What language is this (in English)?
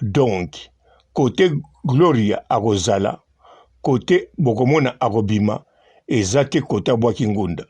Lingala